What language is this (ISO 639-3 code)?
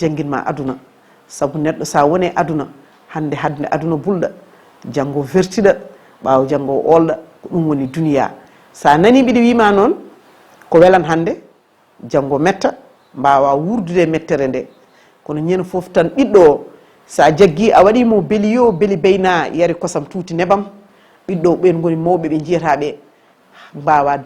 ful